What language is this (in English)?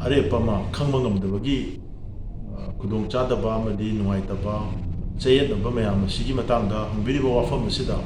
Manipuri